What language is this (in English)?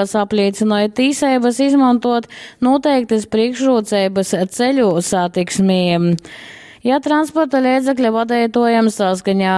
Latgalian